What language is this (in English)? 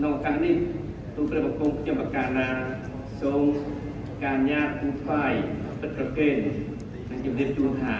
Khmer